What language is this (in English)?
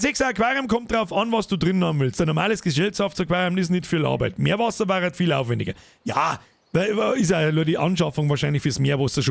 Bavarian